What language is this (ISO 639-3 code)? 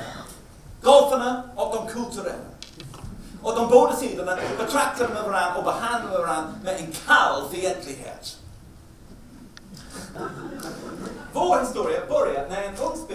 swe